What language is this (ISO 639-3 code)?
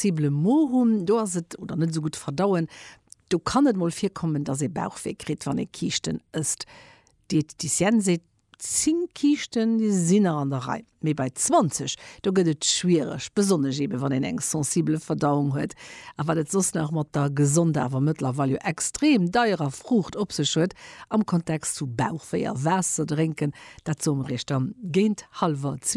ltz